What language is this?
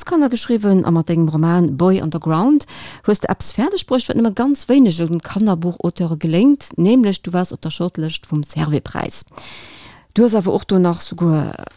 Luxembourgish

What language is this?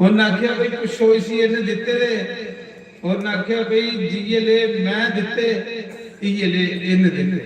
Dogri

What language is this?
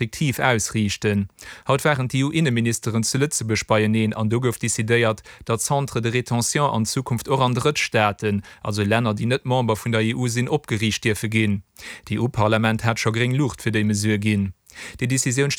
Luxembourgish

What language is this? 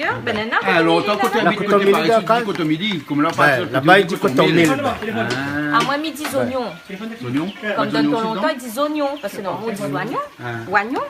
Réunion Creole French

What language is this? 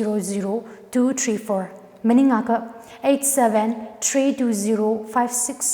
Tangkhul Naga (India)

